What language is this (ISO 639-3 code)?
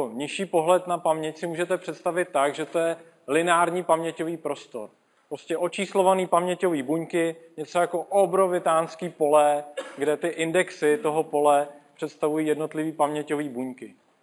ces